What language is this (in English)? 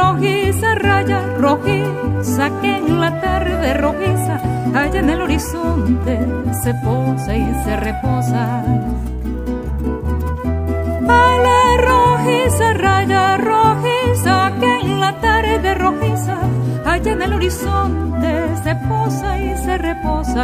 Spanish